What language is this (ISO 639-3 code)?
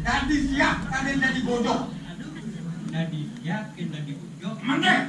ban